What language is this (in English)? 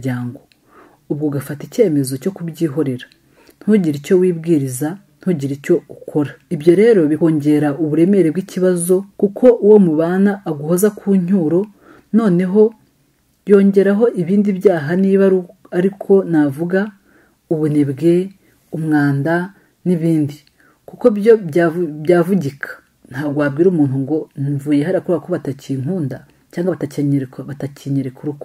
Kinyarwanda